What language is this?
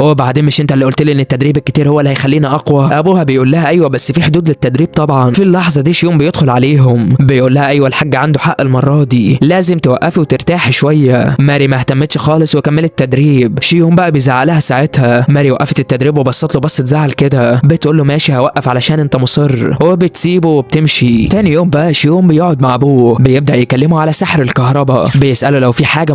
Egyptian Arabic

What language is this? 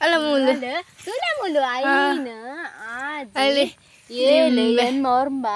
Tulu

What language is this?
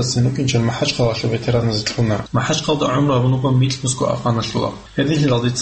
Avaric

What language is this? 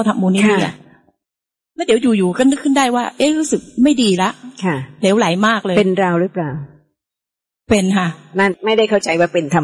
Thai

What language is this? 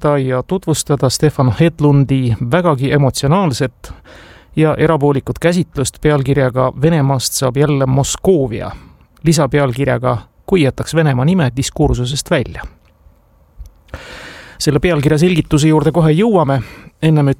Estonian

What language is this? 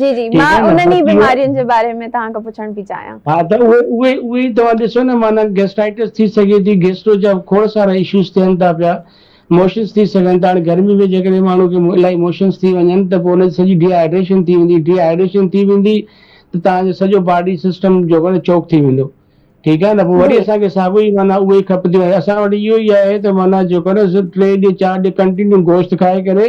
Sindhi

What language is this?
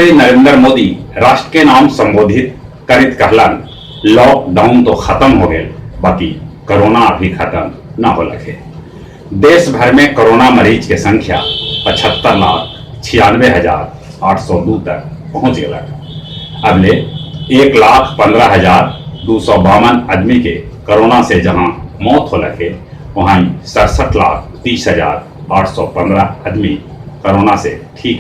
Magahi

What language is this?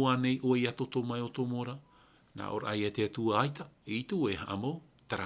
Tahitian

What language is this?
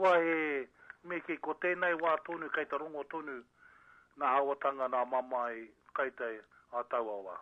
Māori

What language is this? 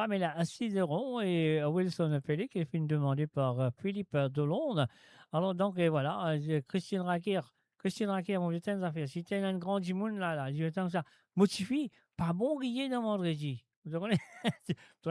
Morisyen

